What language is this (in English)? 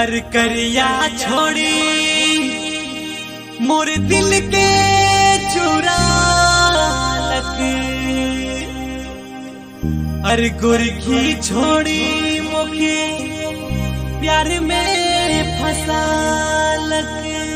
Sadri